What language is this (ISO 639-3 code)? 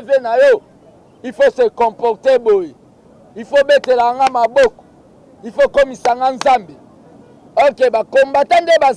lin